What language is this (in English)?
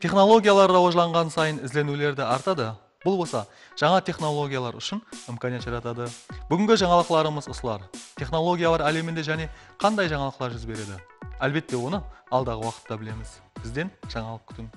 Kara-Kalpak